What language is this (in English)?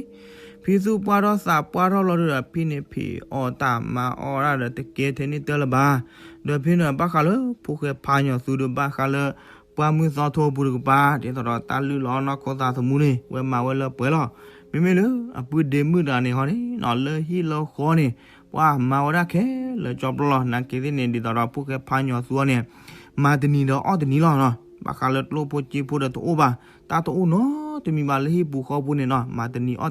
S'gaw Karen